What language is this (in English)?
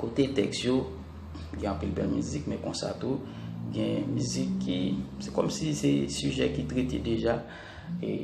Haitian Creole